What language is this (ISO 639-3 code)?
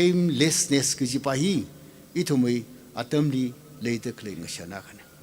nmf